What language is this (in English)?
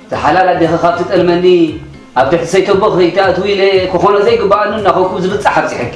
Tigrinya